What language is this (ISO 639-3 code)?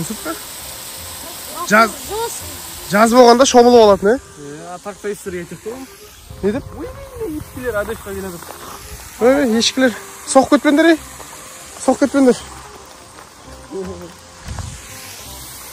kaz